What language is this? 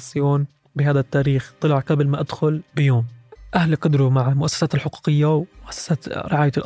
North Levantine Arabic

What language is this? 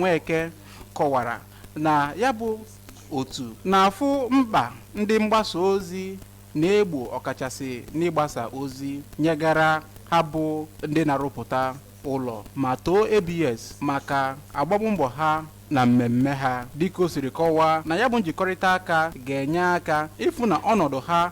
Igbo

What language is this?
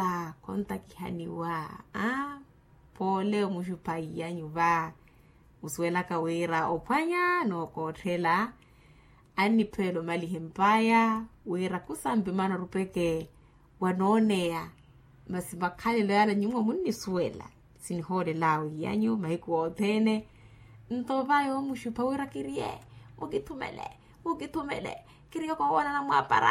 Makhuwa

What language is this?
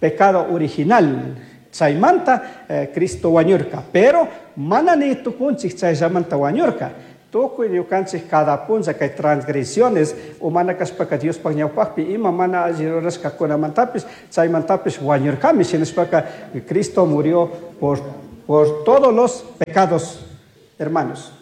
Chimborazo Highland Quichua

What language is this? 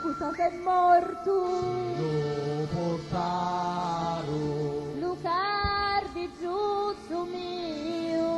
Sicilian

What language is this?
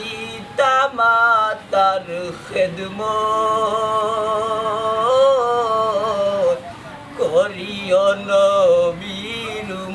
Sylheti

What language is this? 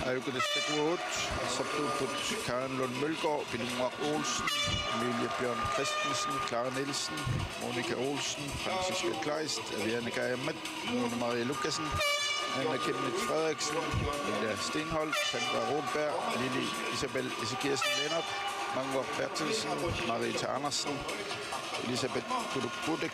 Kalaallisut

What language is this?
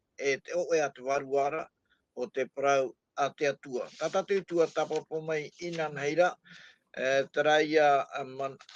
Tahitian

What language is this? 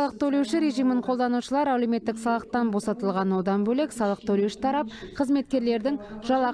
Kazakh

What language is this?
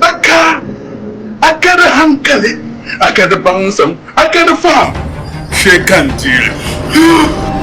Dagbani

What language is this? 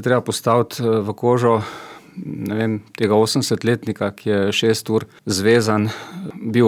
Slovenian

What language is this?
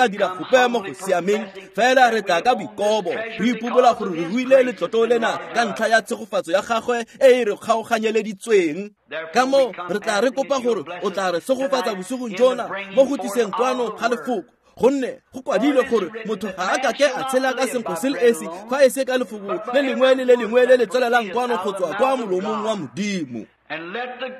Tswana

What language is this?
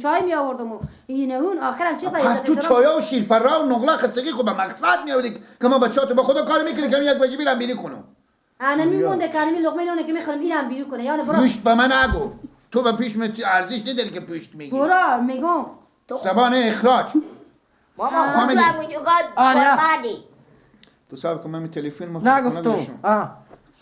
Persian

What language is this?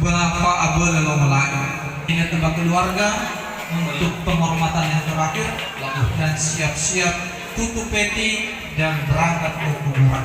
Nias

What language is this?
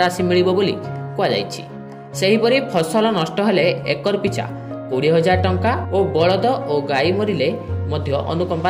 Odia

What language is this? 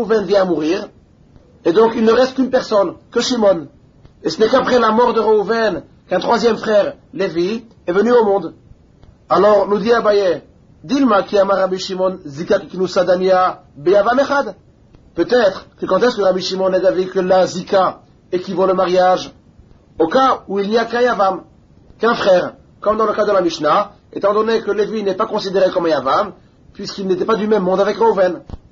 French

